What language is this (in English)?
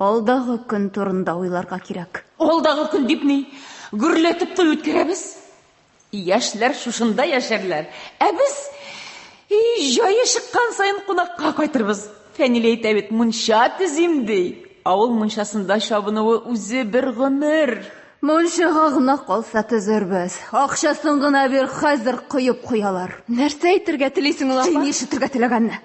Tatar